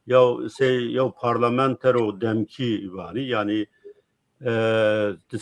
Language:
Zaza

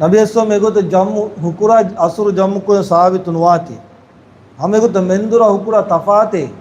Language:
Divehi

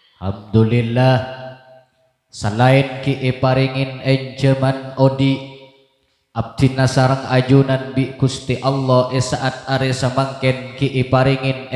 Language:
Madurese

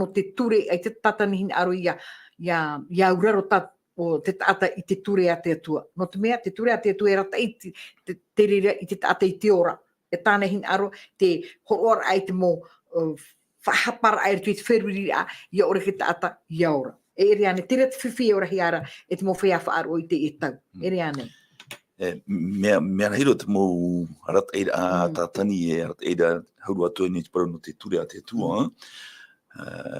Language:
Tahitian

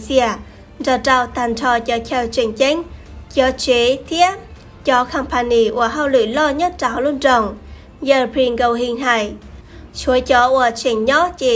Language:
Hmong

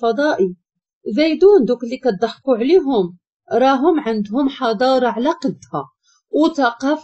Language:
Moroccan Arabic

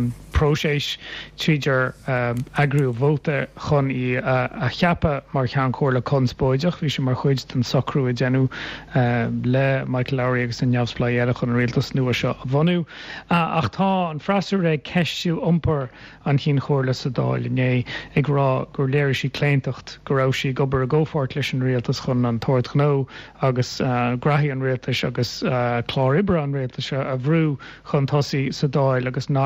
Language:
Irish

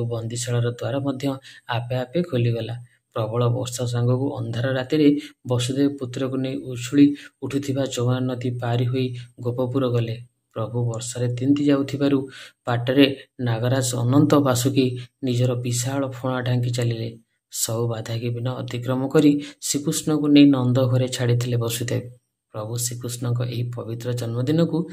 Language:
Odia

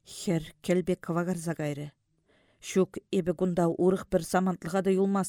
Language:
Chuvash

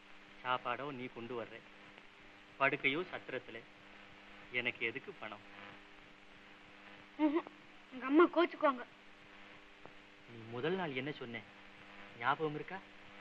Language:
Tamil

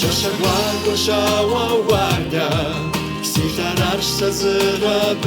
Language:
Kabardian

